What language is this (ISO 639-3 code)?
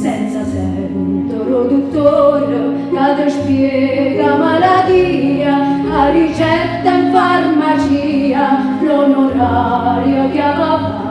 nap